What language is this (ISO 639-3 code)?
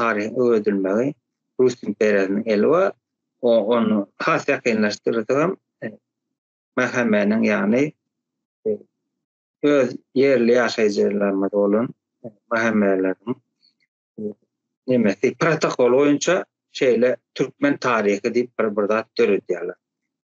tuk